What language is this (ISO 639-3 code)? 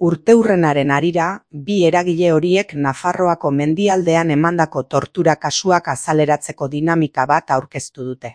eus